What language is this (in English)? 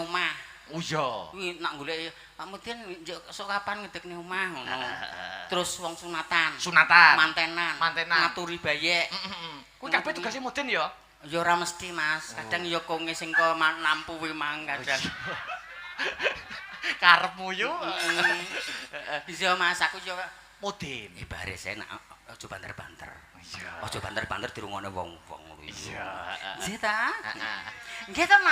Javanese